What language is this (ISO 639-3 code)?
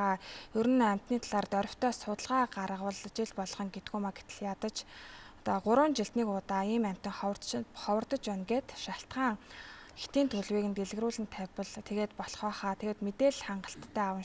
mon